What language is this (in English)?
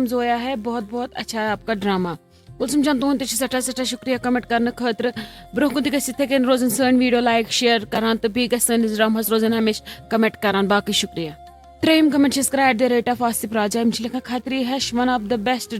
Kashmiri